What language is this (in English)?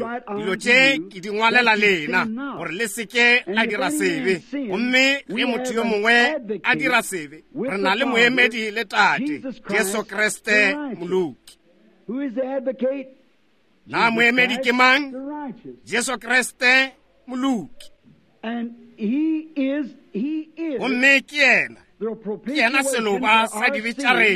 Northern Sotho